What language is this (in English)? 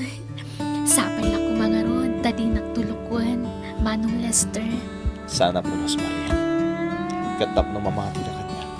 Iloko